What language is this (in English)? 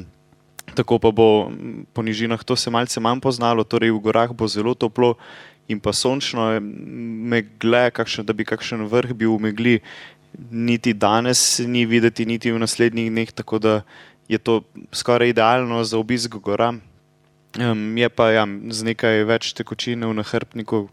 Slovenian